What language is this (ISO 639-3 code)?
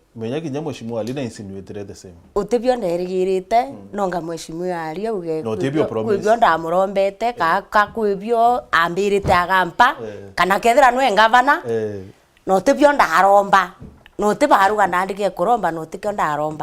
mer